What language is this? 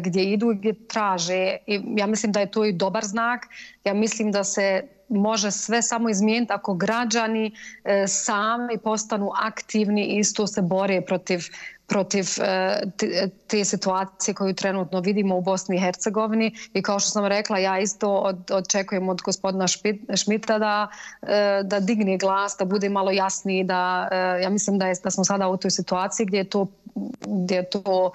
Bosnian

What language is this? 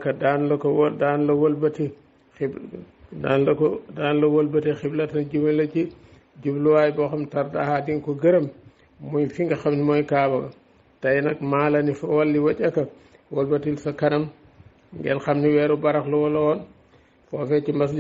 Wolof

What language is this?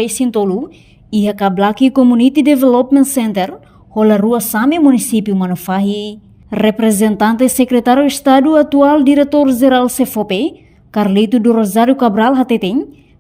Tetum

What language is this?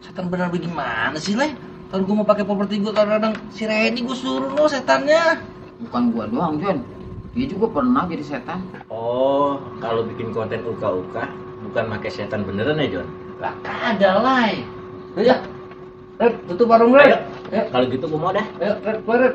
Betawi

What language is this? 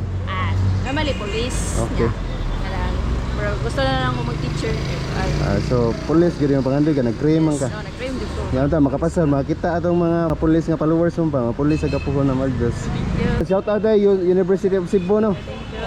Cebuano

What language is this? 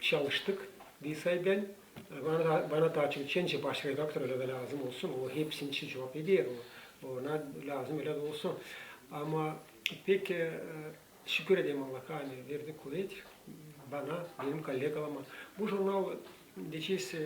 Gagauz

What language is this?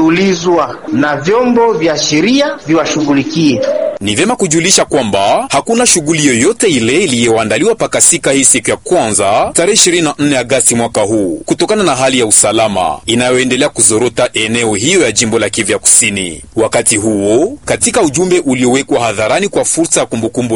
Swahili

